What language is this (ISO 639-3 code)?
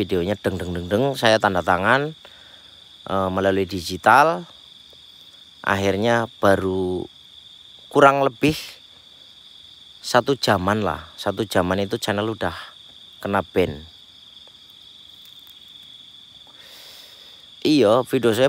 ind